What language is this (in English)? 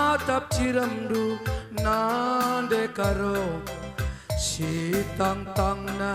Batak Karo